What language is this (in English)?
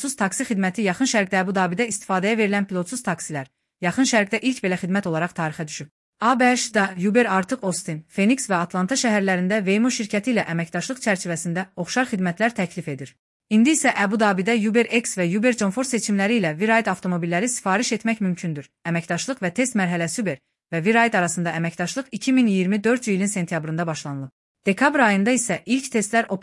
Azerbaijani